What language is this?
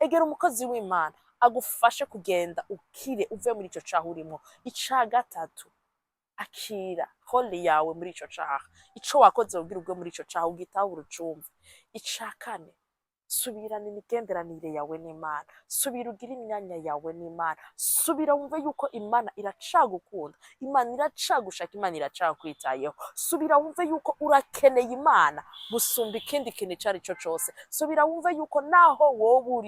Rundi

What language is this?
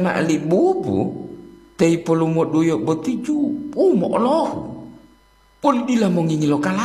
Gorontalo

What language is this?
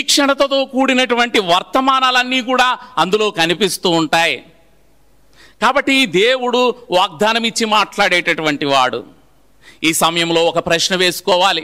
Telugu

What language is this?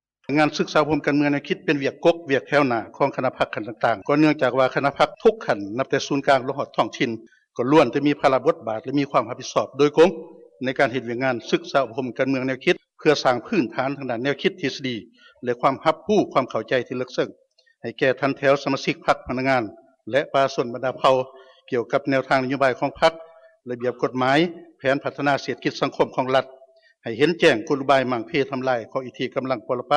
Lao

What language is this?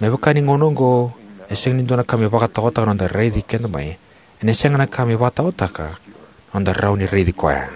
Fijian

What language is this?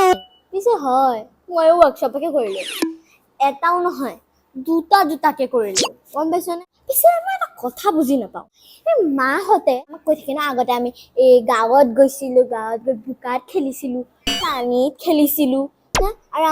Assamese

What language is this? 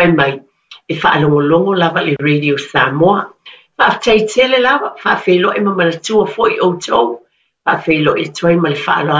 Samoan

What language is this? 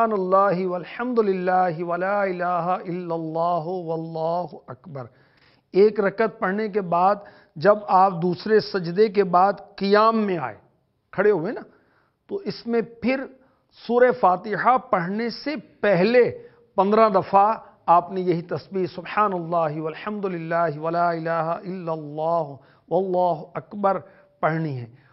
Urdu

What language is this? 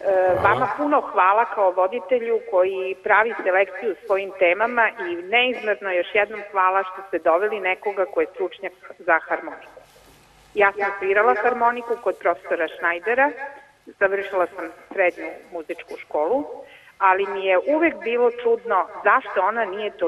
Serbian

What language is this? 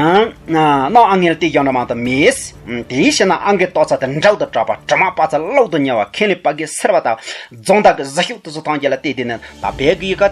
Tibetan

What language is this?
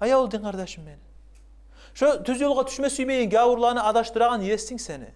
Kumyk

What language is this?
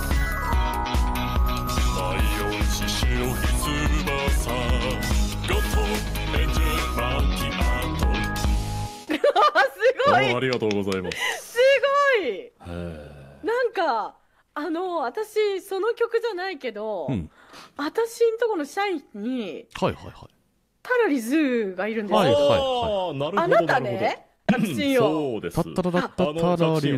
Japanese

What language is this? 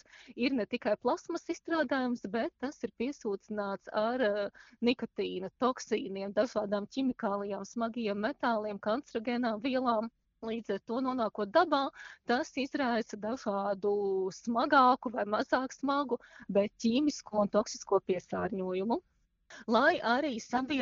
Latvian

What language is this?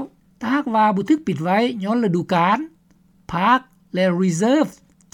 Lao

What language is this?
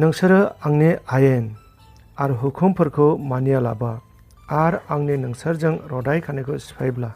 Bodo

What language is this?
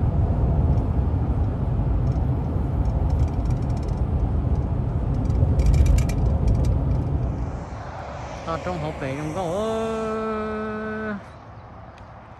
Vietnamese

